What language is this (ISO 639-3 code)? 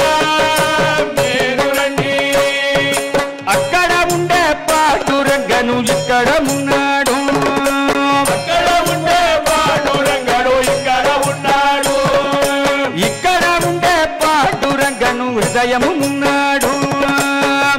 tel